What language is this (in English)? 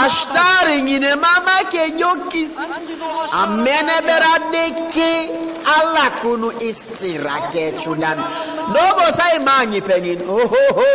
Teso